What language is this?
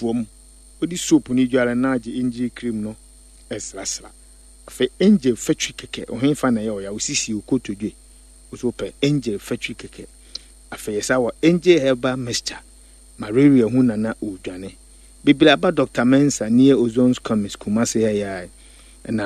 Akan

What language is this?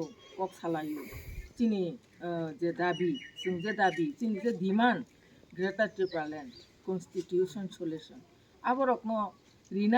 Kok Borok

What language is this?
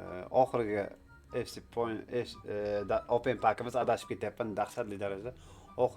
Uzbek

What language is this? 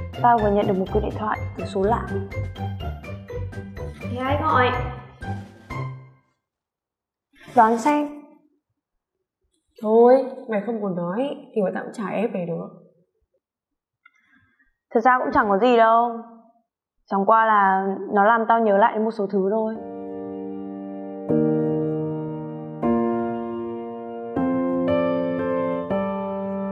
Vietnamese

